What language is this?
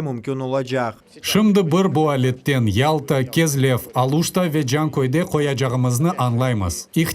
Crimean Tatar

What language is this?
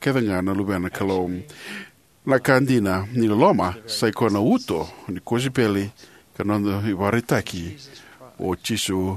Fijian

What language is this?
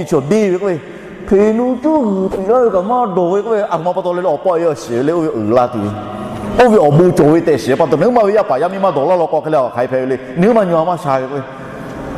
Lahu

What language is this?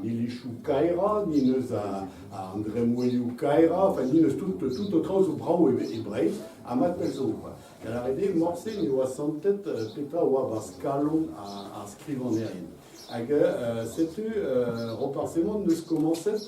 Breton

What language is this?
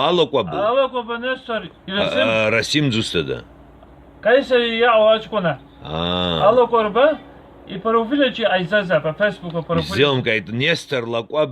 Abkhazian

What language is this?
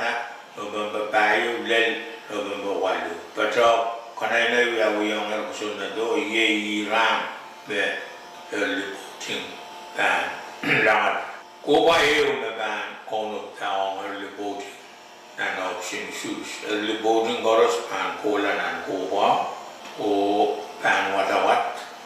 Pohnpeian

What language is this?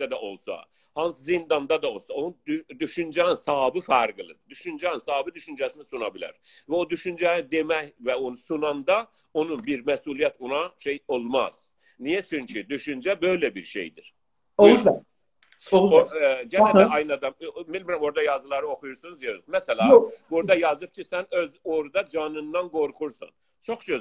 South Azerbaijani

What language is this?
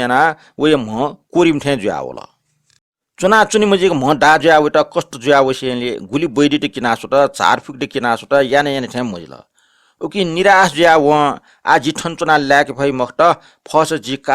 Newari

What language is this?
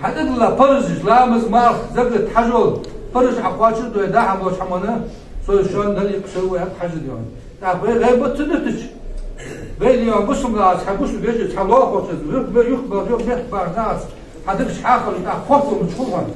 Ingush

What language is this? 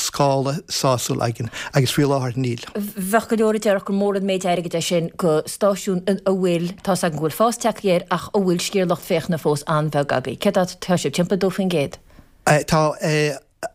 Irish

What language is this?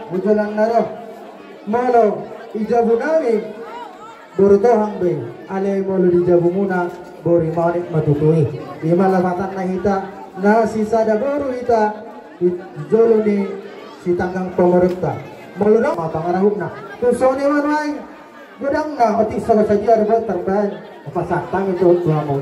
Batak Toba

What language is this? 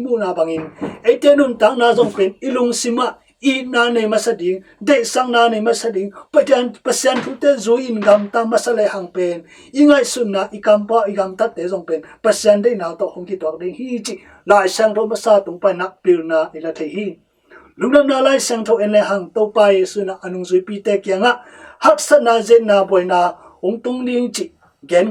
Tedim Chin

